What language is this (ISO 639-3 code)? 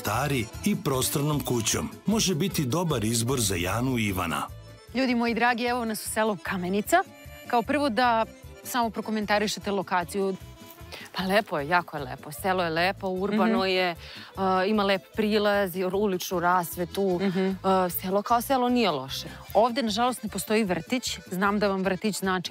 srp